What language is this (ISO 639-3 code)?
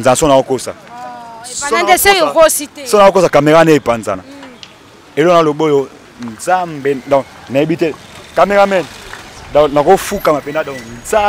lin